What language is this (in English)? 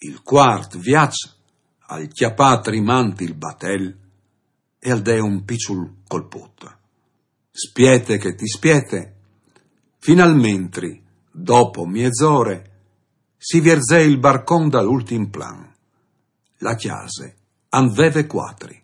Friulian